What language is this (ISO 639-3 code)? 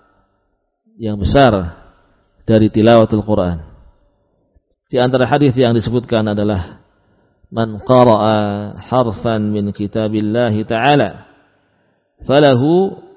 ind